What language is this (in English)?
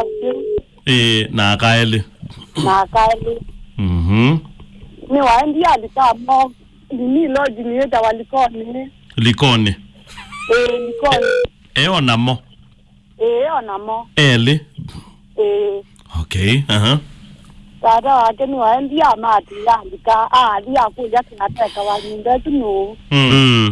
Kamba